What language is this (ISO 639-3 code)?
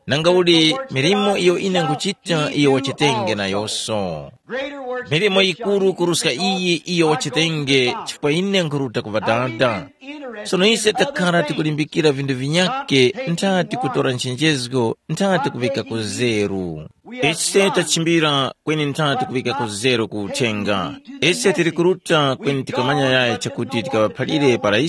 tum